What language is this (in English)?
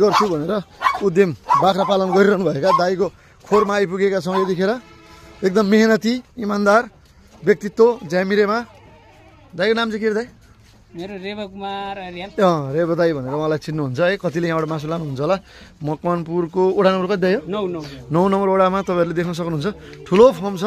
Nepali